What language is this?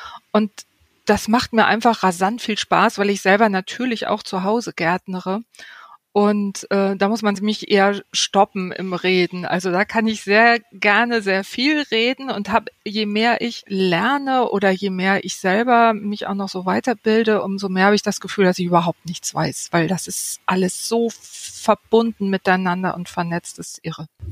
German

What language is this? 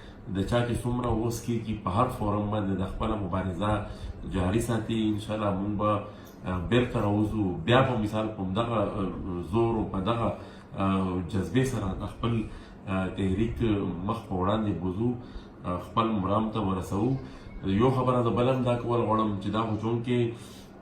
Pashto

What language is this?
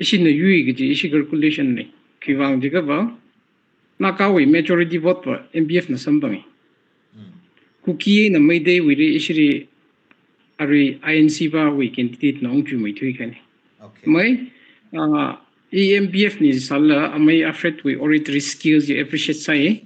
Tangkhul Naga (India)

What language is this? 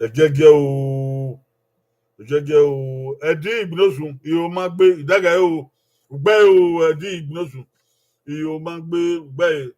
Bini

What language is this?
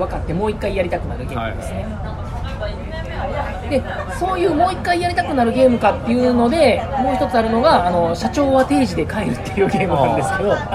Japanese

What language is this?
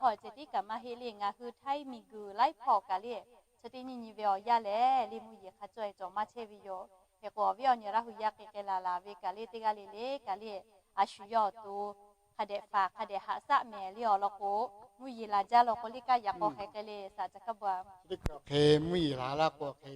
Lahu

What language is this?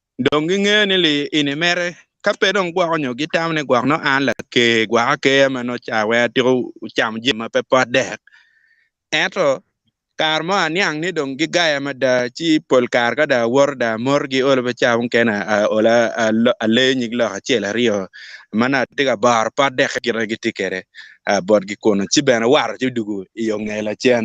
Acoli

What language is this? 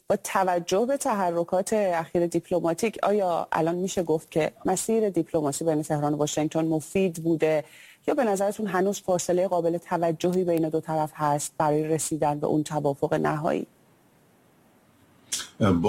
Persian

